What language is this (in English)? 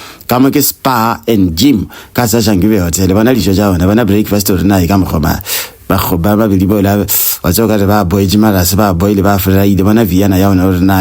Northern Sotho